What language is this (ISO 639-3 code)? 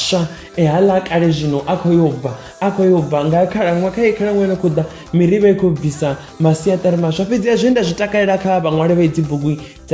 ven